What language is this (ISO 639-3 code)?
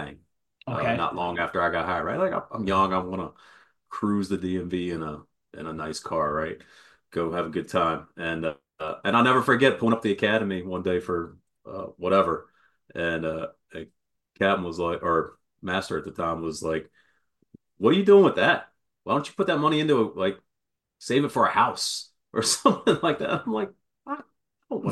eng